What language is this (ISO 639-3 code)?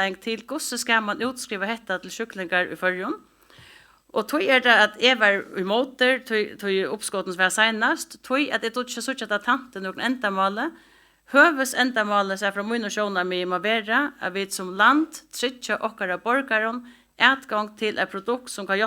fao